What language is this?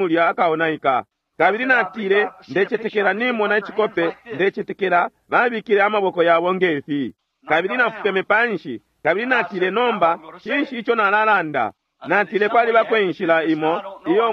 Bemba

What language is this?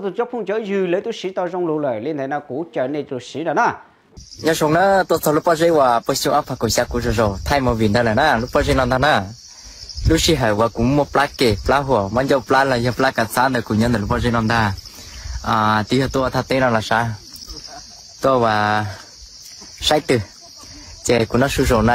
Vietnamese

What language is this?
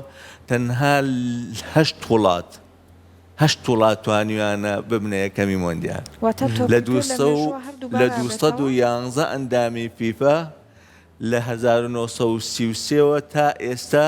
Central Kurdish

